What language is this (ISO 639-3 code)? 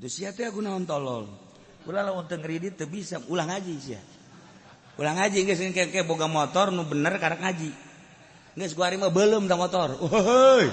sun